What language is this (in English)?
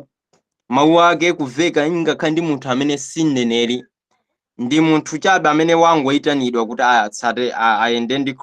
Nyanja